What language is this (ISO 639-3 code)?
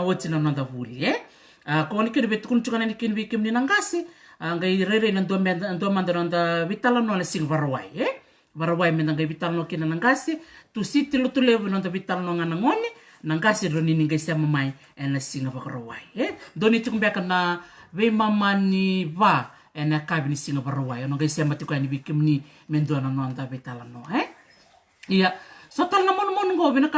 fij